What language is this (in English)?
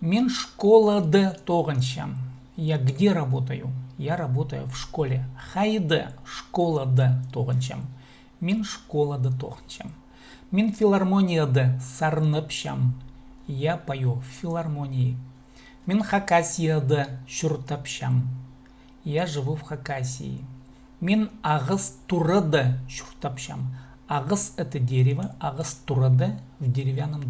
Khakas